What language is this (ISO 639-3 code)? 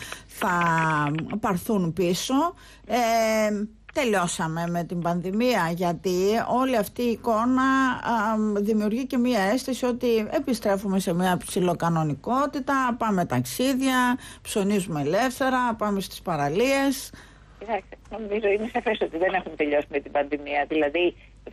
ell